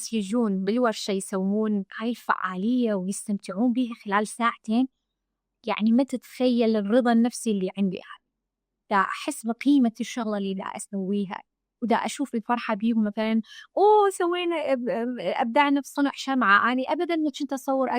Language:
Mesopotamian Arabic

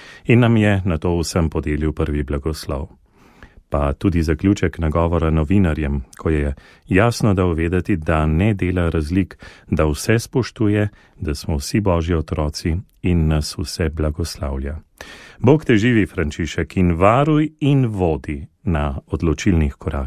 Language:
Slovenian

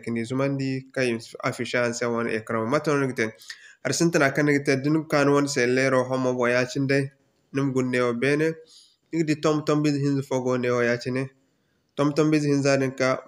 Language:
Zarma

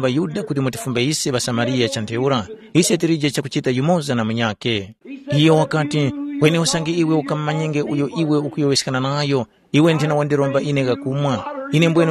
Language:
Tumbuka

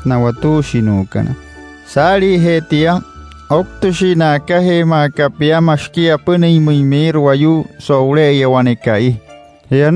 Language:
Wayuu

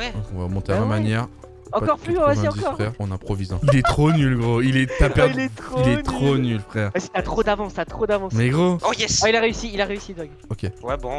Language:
French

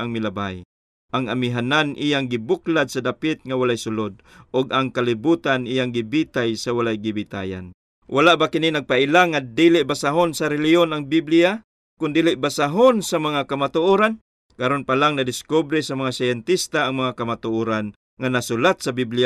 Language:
Cebuano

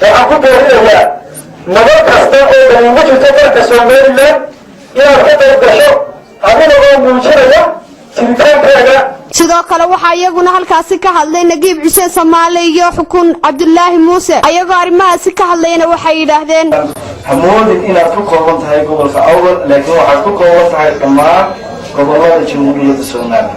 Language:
Somali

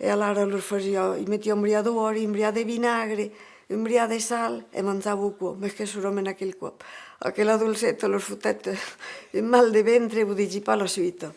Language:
Occitan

